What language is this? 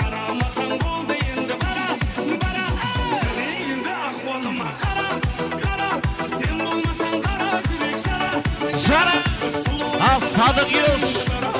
Kara-Kalpak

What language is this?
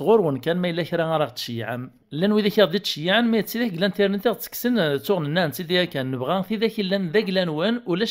Kabyle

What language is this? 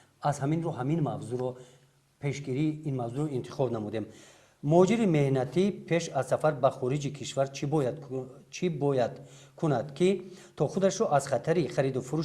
Tajik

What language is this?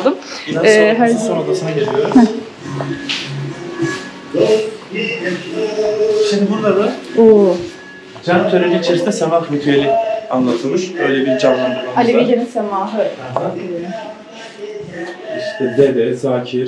Turkish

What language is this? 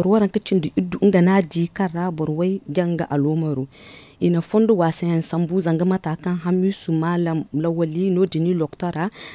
Zarma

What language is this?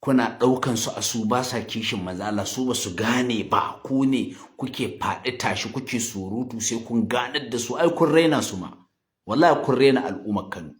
Hausa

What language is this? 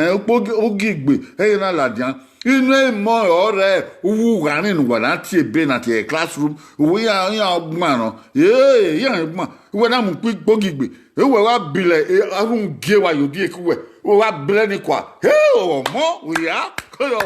Bini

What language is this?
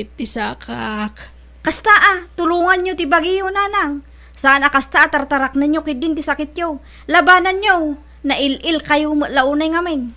Iloko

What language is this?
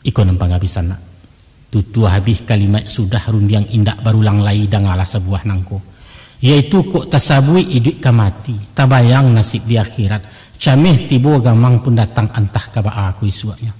Minangkabau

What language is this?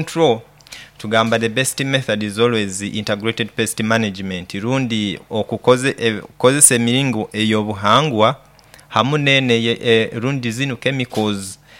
Nyoro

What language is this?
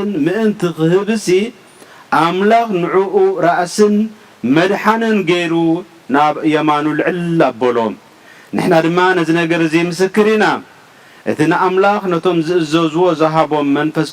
Tigrinya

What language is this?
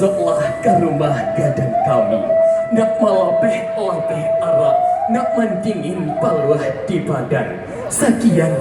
Minangkabau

